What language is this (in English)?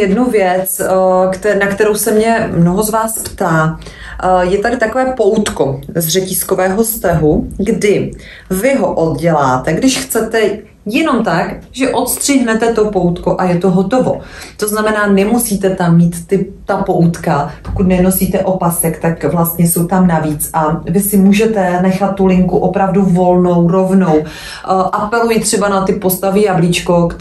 Czech